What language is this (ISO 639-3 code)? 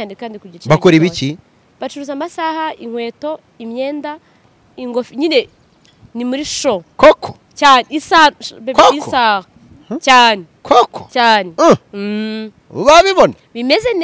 kin